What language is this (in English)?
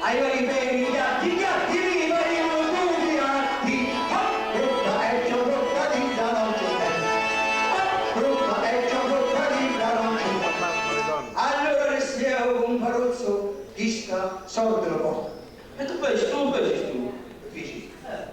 Sicilian